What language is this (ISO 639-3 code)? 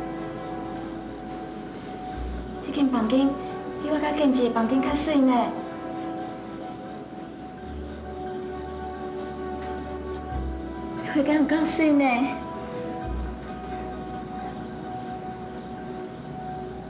nan